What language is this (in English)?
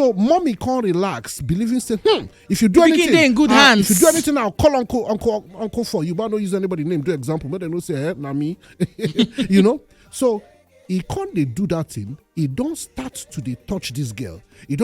Nigerian Pidgin